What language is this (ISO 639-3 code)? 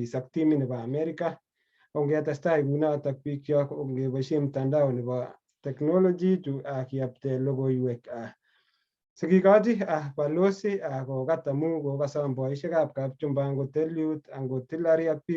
kln